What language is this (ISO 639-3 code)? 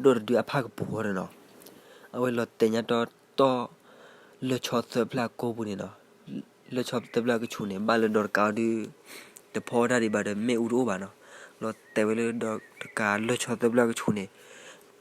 ksw